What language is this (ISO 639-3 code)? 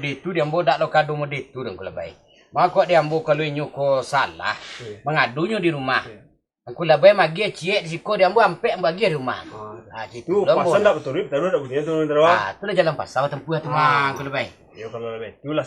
min